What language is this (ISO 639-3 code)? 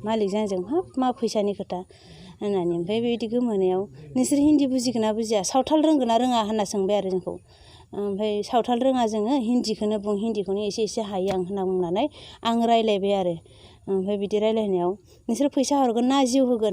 brx